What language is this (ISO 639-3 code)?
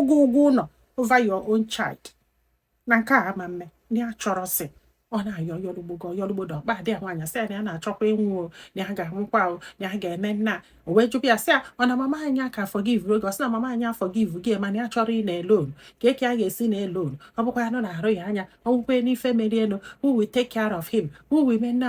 ibo